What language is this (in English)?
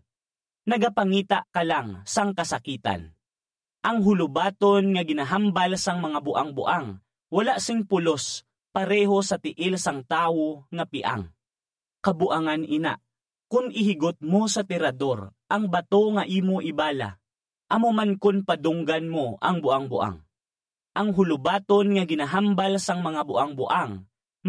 Hiligaynon